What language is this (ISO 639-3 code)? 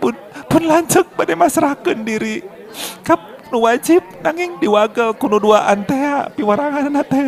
sun